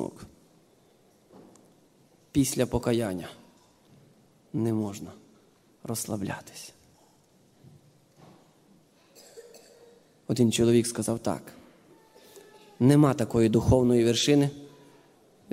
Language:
Ukrainian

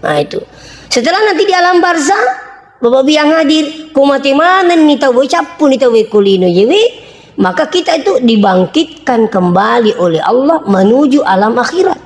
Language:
Buginese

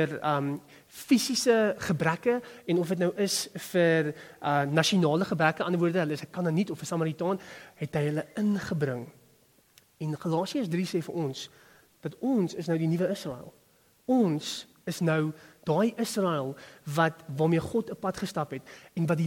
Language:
Afrikaans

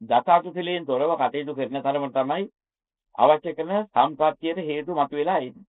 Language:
Sinhala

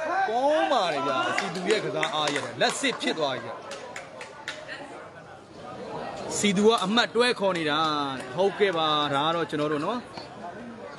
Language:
Burmese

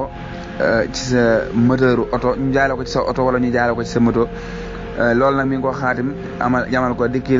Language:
Wolof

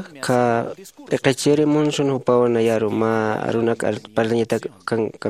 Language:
Aymara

